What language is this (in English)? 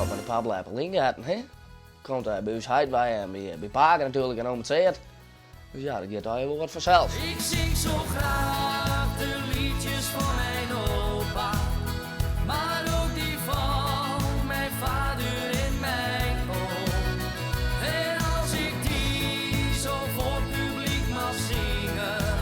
Western Frisian